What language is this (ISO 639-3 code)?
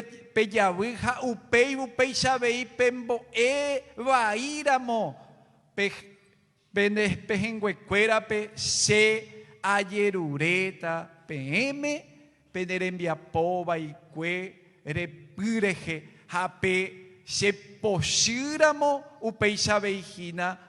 grn